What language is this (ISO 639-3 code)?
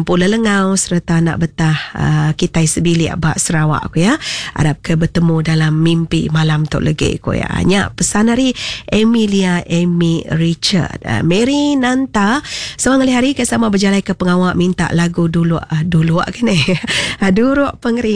iba